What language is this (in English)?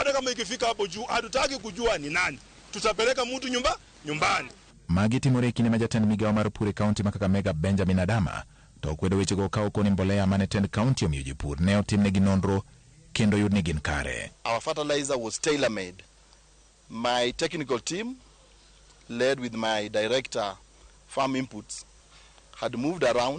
Luo (Kenya and Tanzania)